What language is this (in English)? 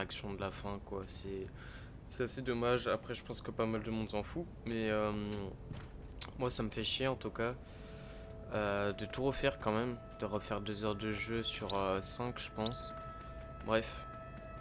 French